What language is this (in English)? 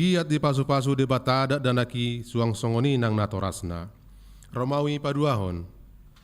Batak Toba